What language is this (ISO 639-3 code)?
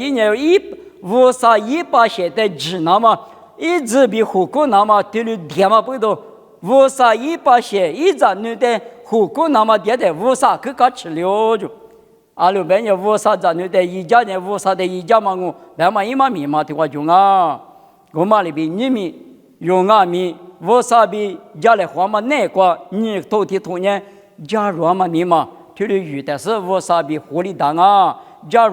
lis